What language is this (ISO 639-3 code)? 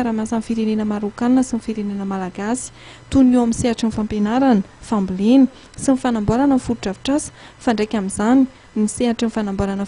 mlg